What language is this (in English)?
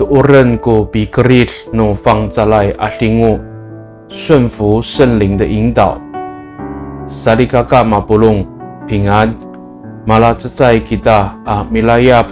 Amis